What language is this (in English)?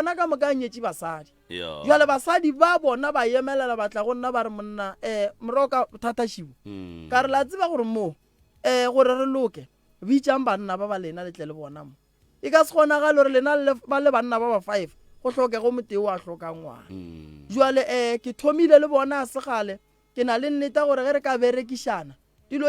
Northern Sotho